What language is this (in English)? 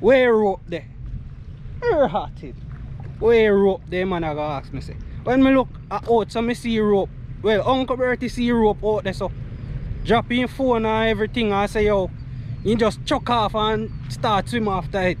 Jamaican Creole English